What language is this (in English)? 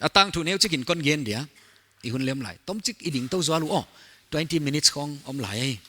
Paite Chin